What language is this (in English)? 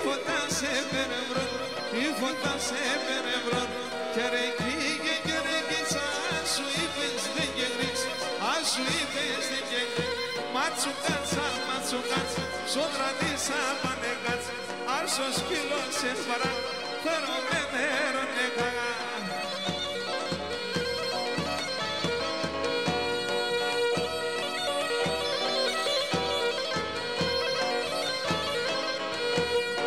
Greek